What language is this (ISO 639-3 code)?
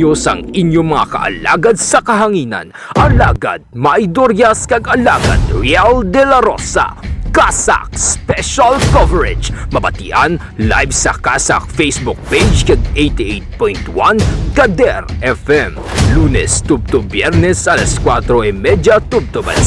hil